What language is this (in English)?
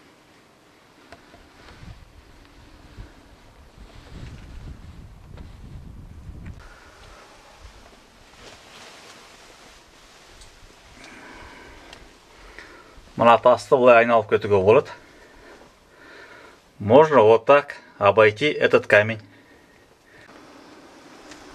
Kazakh